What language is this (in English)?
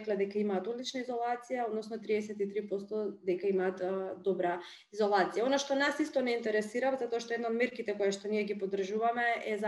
Macedonian